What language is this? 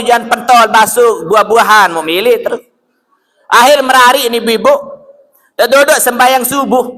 Sasak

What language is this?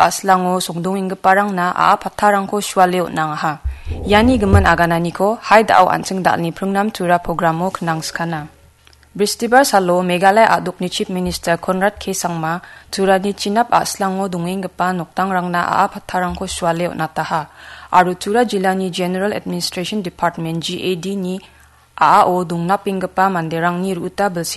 Garo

